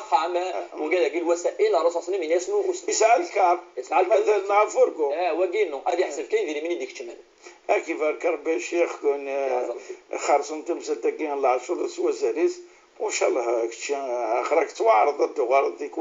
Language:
Moroccan Arabic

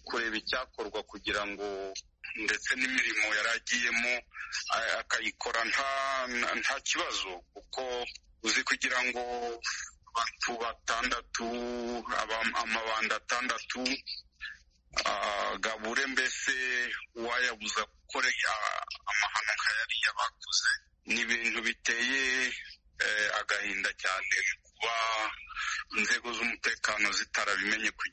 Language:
Kinyarwanda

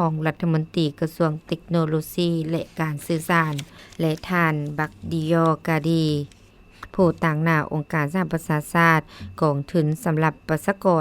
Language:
Lao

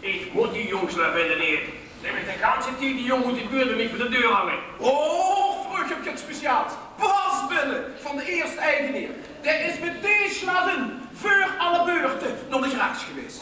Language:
Limburgish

